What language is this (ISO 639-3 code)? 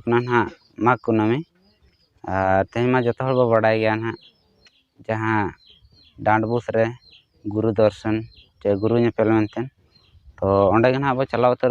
sat